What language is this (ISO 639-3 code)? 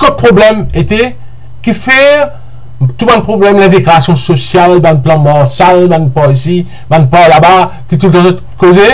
mfe